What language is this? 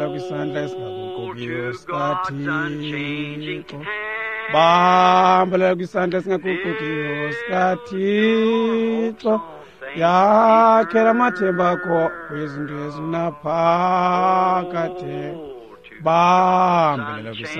Xhosa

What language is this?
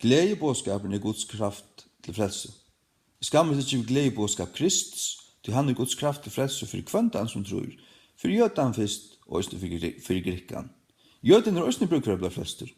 Faroese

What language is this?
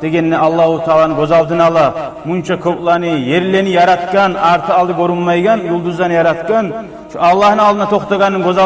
Kumyk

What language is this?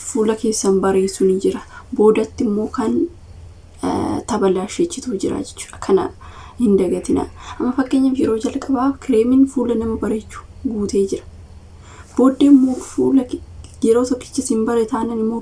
Oromo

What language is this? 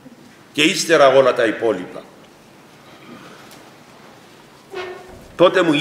Greek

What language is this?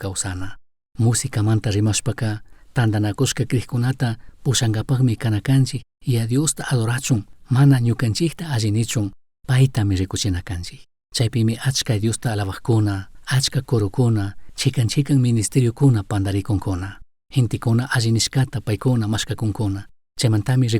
Chimborazo Highland Quichua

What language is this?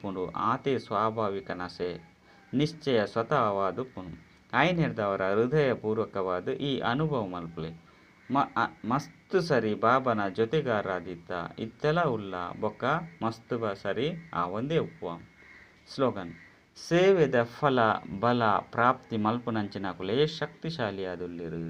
Tulu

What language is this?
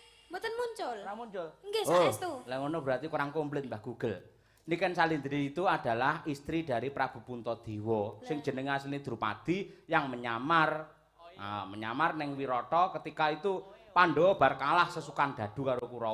Javanese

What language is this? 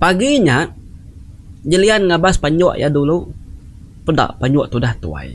Iban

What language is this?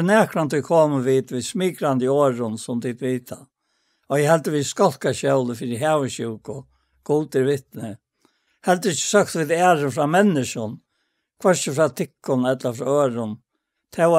Faroese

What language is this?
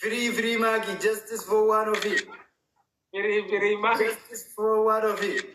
Oromo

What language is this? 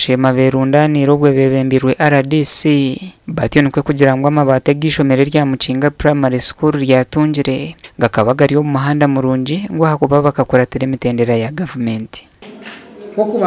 Nyankole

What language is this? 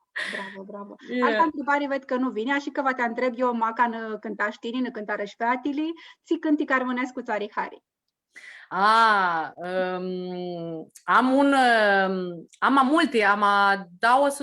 Aromanian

